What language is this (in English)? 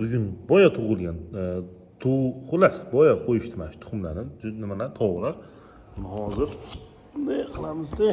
Uzbek